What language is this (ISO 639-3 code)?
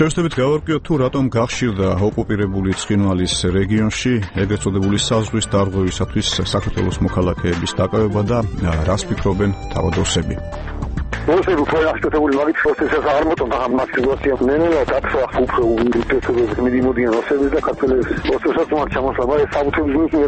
kat